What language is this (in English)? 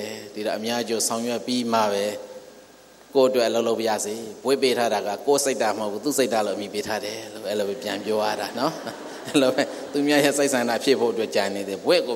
Burmese